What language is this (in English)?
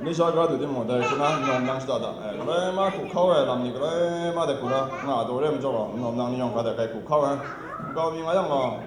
Kachin